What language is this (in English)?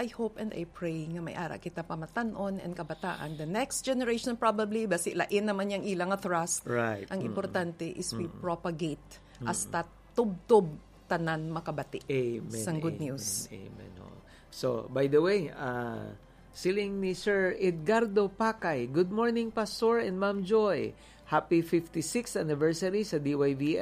Hiligaynon